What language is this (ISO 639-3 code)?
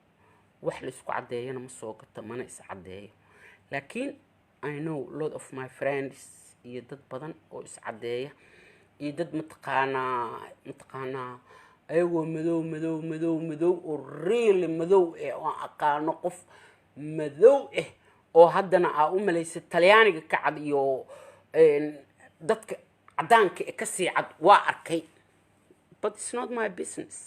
som